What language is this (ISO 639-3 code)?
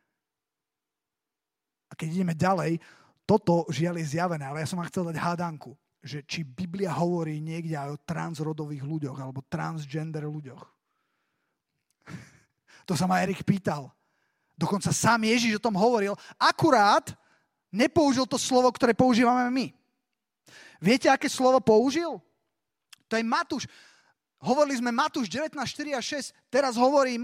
slk